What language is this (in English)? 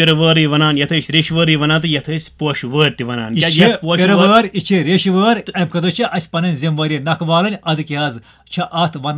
Kashmiri